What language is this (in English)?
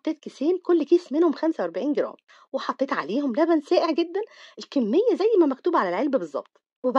Egyptian Arabic